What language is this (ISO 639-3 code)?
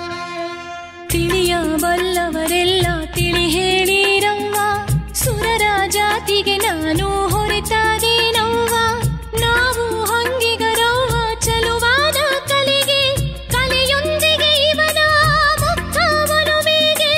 kan